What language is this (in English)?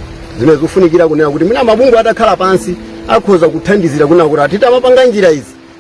Nyanja